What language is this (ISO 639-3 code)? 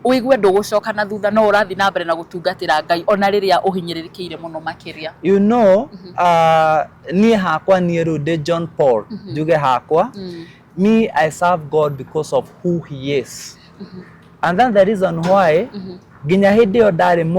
kik